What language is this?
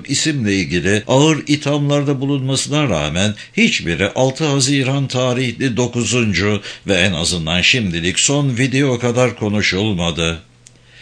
Turkish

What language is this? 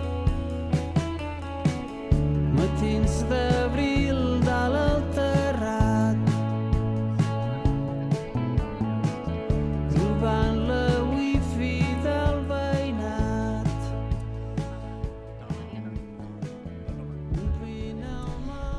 Catalan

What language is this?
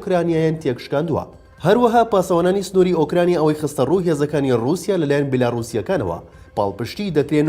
Central Kurdish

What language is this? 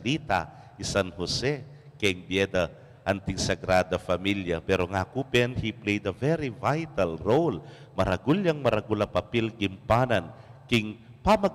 Pampanga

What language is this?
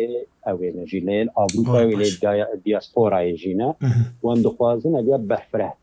Kurdish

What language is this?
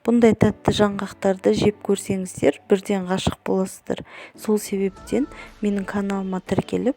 Kazakh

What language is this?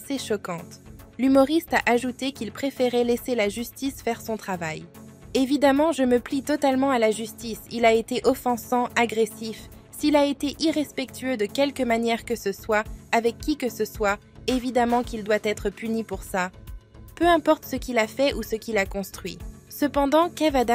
French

